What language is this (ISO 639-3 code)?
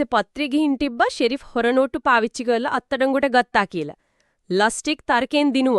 sin